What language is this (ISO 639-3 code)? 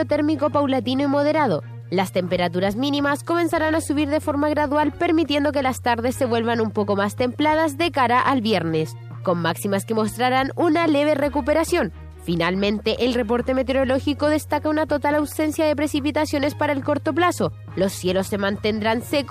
spa